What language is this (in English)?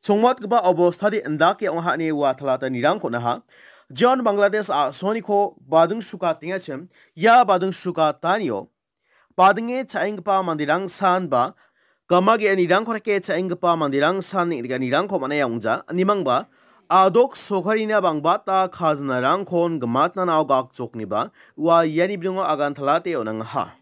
Garo